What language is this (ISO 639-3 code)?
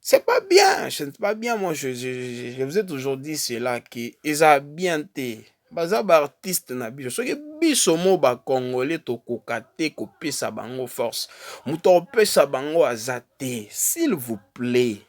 lin